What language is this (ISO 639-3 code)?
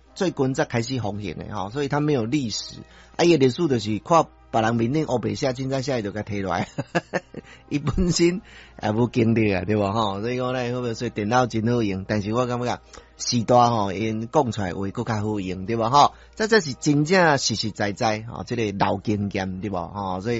nan